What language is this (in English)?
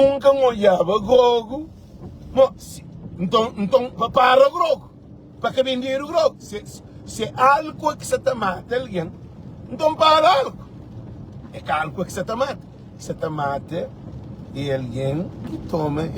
Kabuverdianu